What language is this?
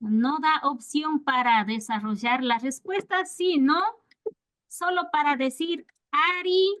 Imbabura Highland Quichua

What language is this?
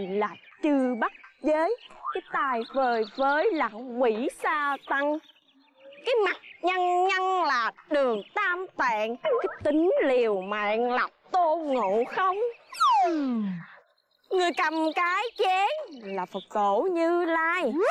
Vietnamese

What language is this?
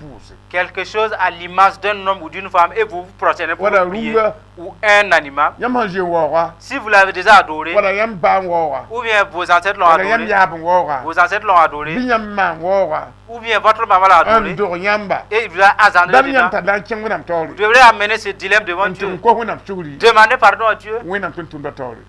Mossi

